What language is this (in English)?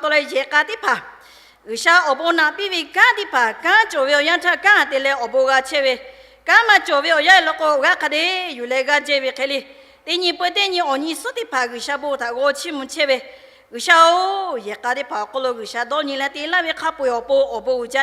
Lahu